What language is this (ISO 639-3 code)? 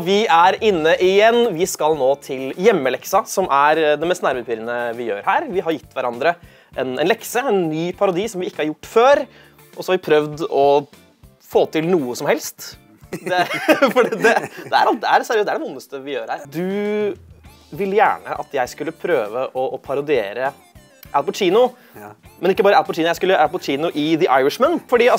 nor